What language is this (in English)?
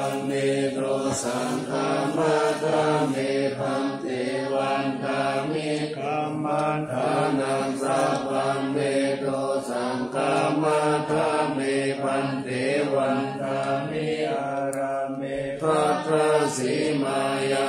Pali